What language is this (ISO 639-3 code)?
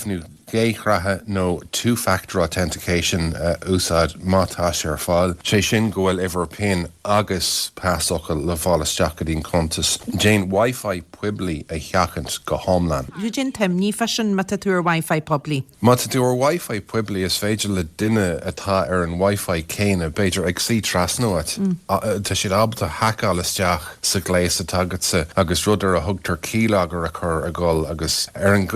gle